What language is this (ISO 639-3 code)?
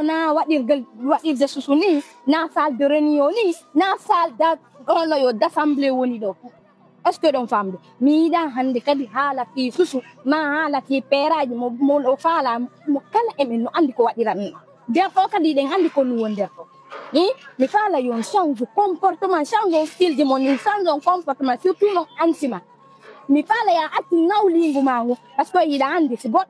ful